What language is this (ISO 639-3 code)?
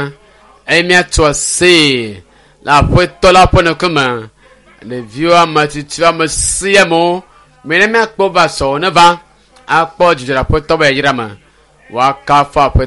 ewe